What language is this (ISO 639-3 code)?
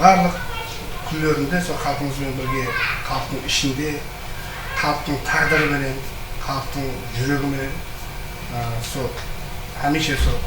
kaa